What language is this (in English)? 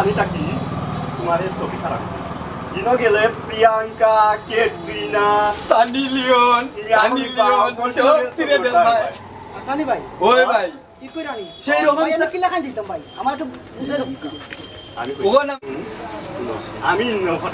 Sylheti